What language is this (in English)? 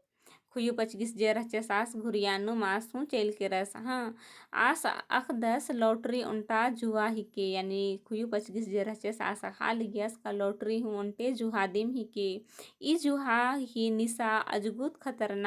Kurukh